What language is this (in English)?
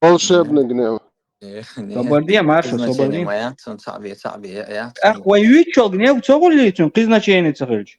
Chechen